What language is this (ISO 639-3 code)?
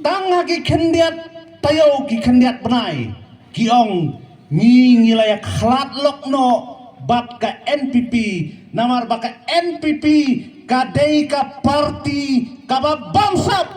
kha